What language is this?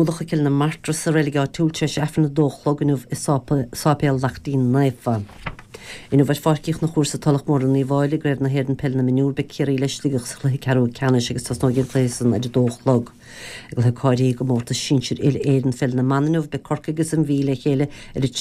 Irish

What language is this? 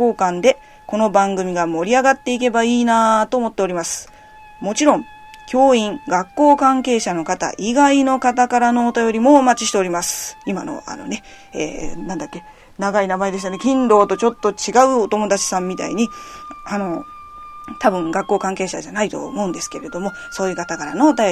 Japanese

